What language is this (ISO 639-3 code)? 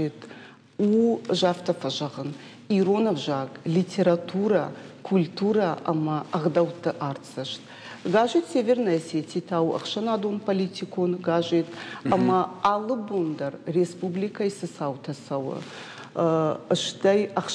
oss